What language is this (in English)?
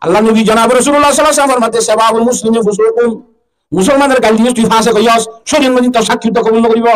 Rohingya